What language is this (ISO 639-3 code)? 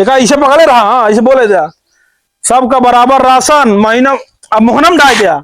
awa